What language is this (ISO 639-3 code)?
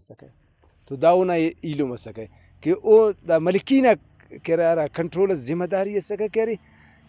brh